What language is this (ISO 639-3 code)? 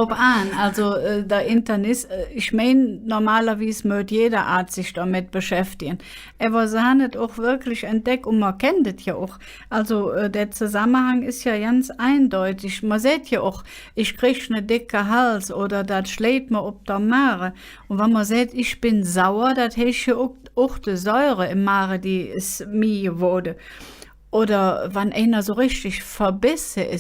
ksh